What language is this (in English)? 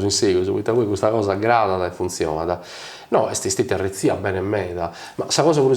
Sardinian